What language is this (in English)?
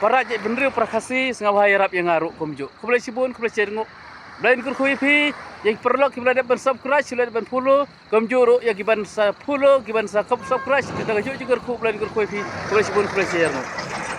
Khasi